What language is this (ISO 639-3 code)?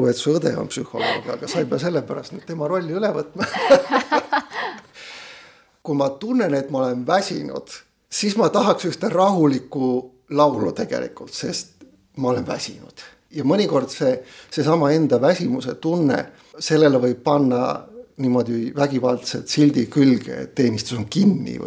est